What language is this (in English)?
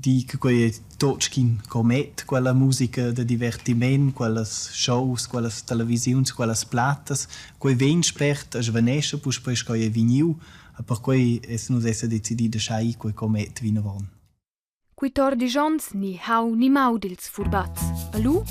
Romansh